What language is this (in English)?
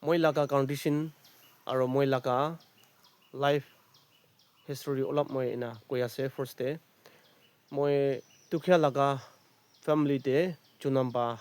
Naga Pidgin